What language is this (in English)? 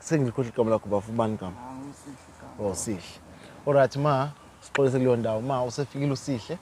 Zulu